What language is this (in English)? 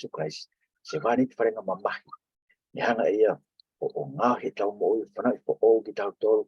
Tongan